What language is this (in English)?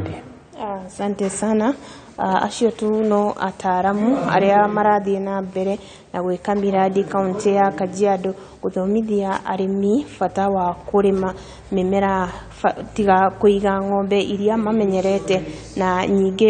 Kikuyu